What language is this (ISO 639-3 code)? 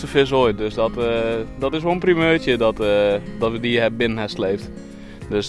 fry